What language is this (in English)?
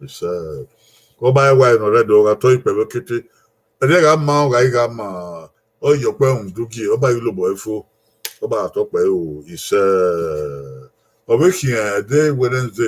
Bini